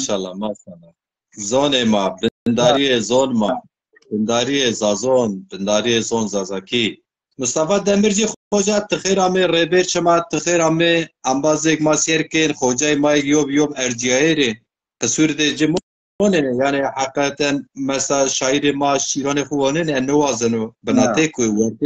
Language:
Zaza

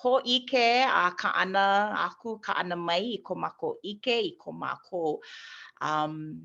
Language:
Hawaiian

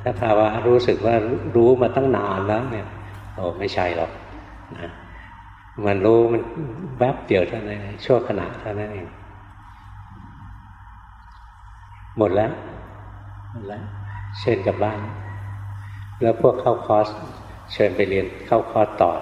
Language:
Thai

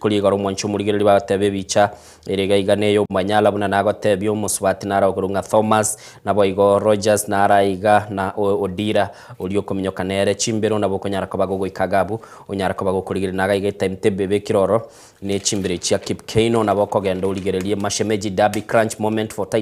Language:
Gusii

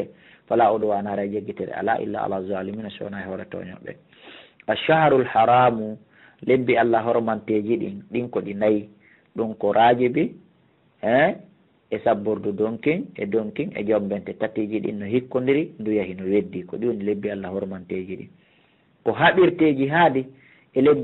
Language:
Fula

